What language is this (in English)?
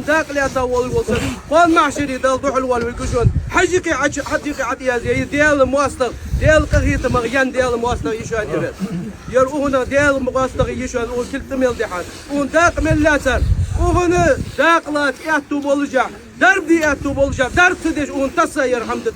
Ingush